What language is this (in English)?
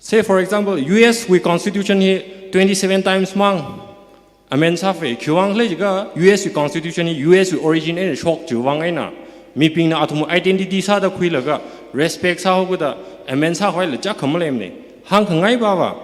Tangkhul Naga (India)